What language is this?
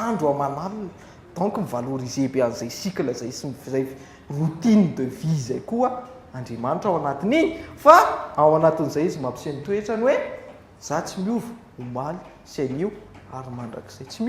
Malagasy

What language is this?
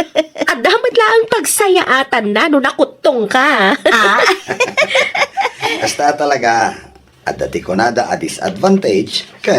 Iloko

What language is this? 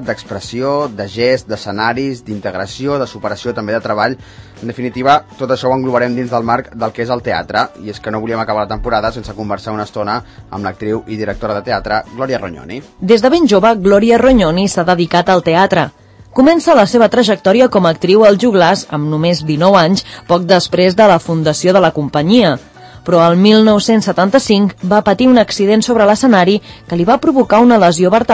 Catalan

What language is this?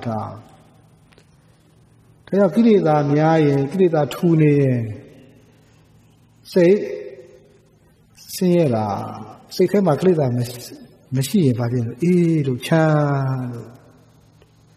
Burmese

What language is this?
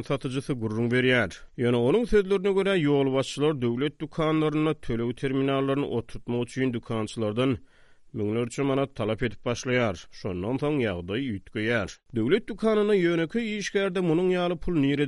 Turkmen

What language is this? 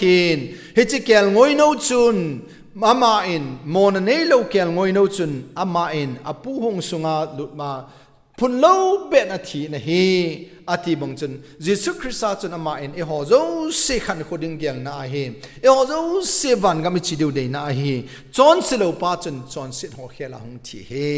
Thado Chin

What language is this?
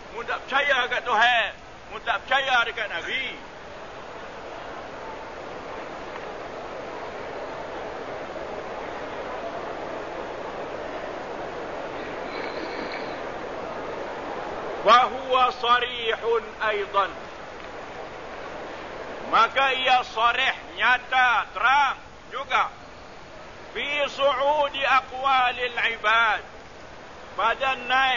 Malay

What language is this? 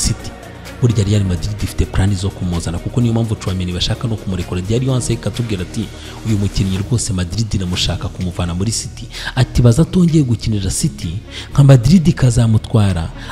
Kinyarwanda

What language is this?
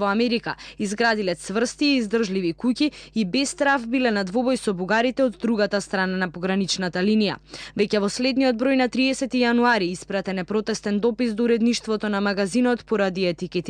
Macedonian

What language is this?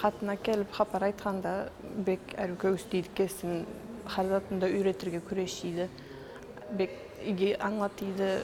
Karachay-Balkar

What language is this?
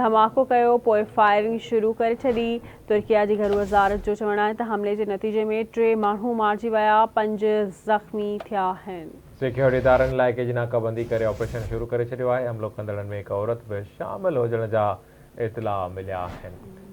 Sindhi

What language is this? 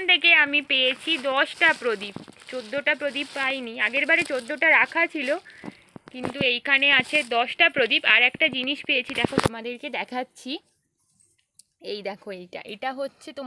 Bangla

